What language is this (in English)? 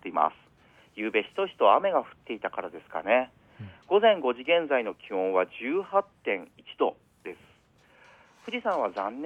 Japanese